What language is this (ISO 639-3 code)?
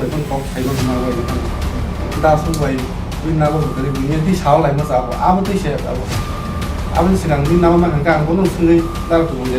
trp